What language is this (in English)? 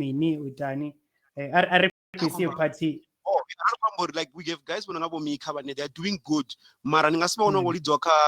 Venda